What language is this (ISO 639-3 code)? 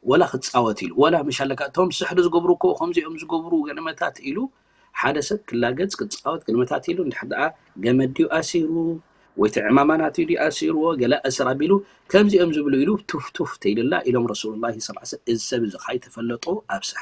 tir